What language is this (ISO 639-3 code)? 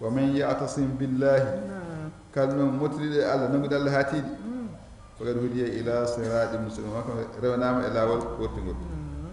ful